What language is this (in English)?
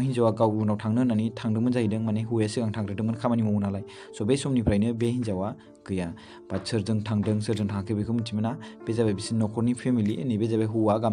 Bodo